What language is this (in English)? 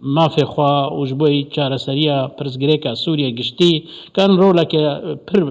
Kurdish